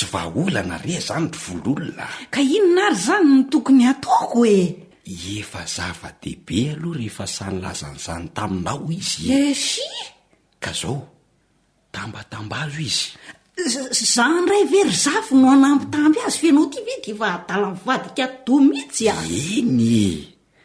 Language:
Malagasy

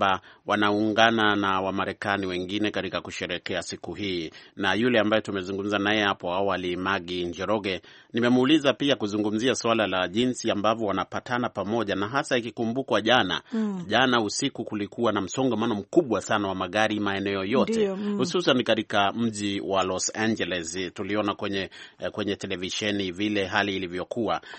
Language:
Swahili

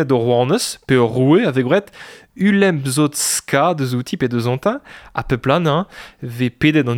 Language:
Breton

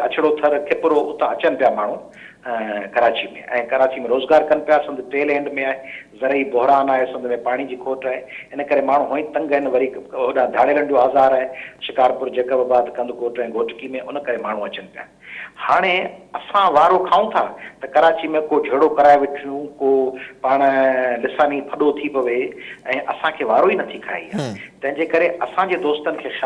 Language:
Sindhi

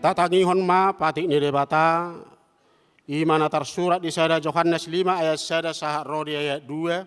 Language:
Batak Toba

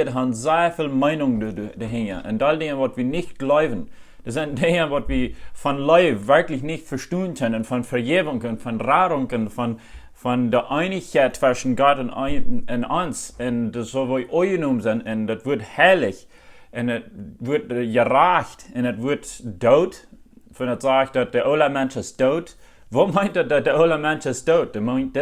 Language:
Plautdietsch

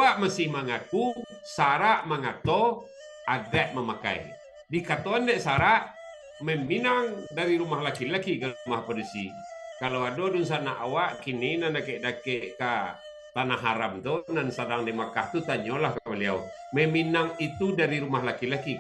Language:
Minangkabau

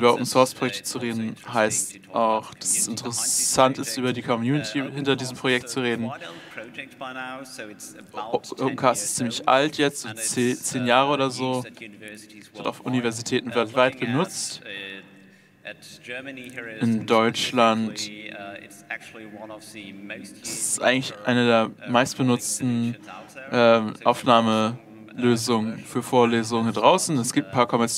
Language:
German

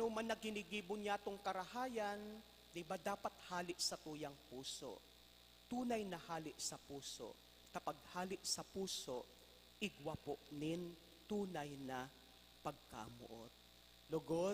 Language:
Bikol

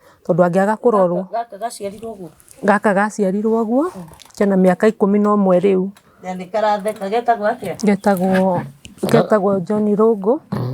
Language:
Kikuyu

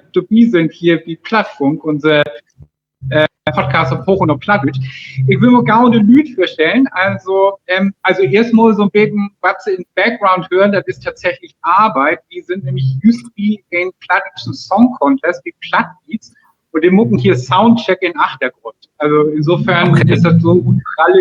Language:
Low German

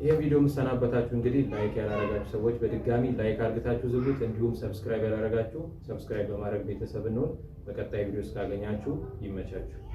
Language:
Amharic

